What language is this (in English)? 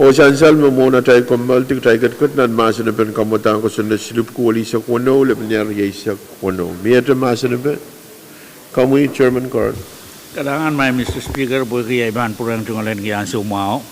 Pohnpeian